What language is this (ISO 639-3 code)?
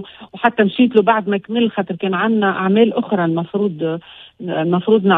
aeb